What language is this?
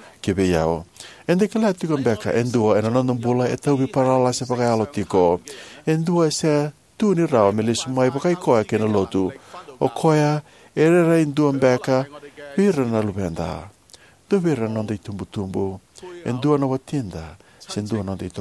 Fijian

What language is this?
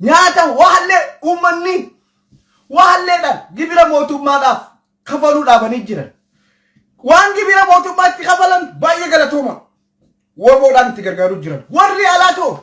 Oromo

